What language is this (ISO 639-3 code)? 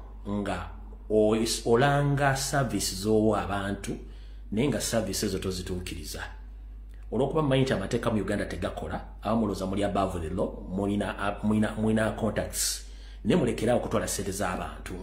lug